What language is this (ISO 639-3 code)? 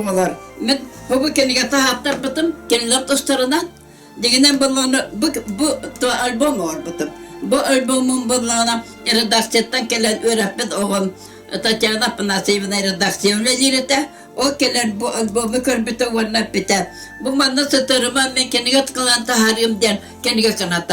sah